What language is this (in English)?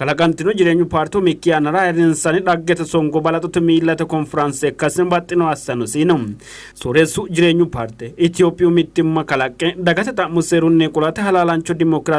Sidamo